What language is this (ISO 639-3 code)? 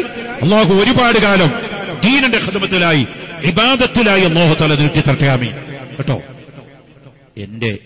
mal